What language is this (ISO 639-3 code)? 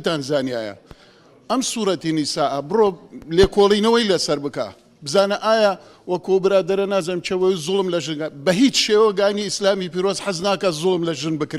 ckb